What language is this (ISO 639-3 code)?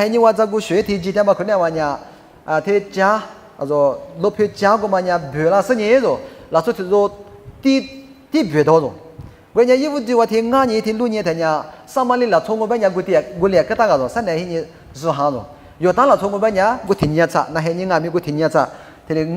lis